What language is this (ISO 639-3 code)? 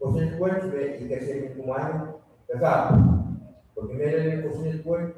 pon